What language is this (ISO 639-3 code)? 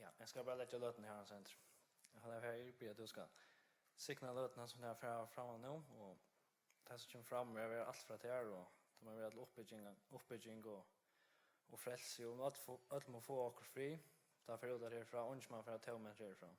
fao